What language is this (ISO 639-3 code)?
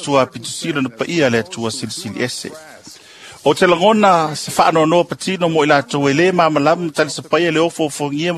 smo